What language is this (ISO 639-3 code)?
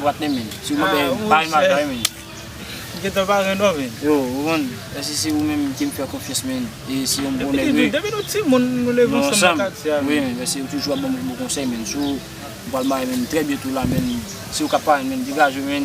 hat